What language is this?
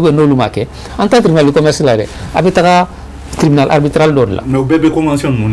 Bambara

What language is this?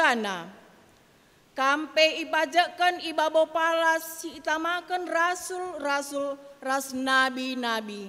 Batak Karo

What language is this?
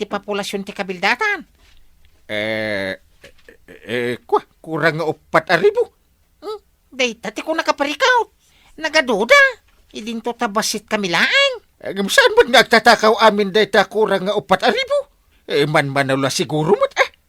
Iloko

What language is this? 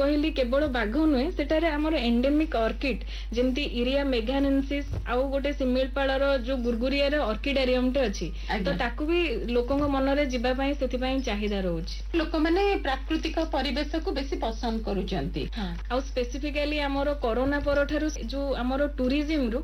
Odia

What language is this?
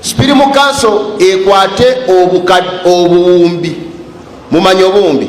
Ganda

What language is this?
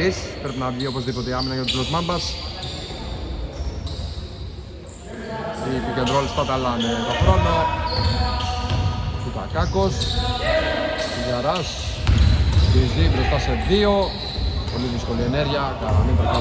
Greek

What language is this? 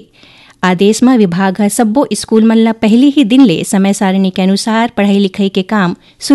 Chhattisgarhi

